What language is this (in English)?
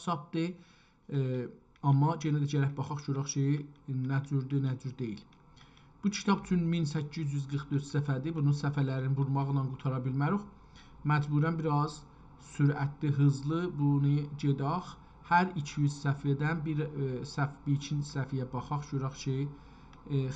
South Azerbaijani